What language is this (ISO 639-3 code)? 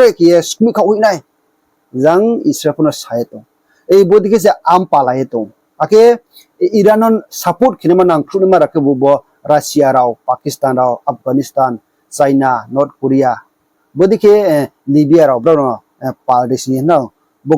ria